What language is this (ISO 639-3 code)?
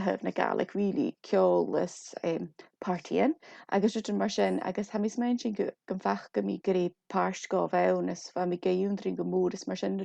gla